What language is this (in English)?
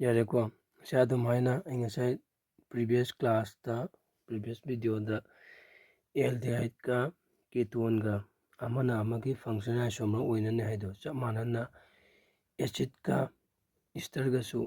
Manipuri